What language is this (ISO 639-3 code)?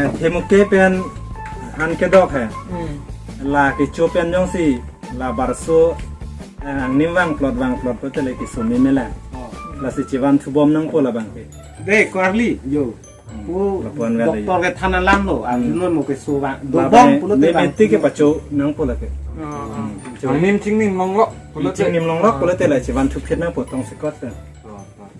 mjw